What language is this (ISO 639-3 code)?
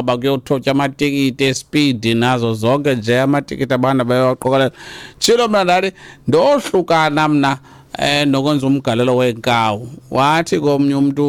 xho